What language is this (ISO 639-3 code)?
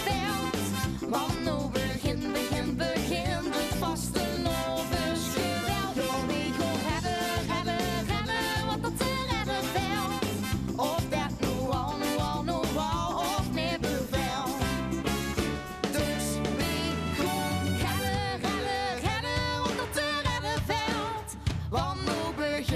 lim